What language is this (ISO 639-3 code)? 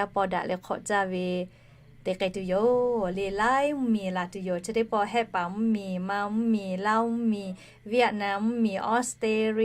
lhu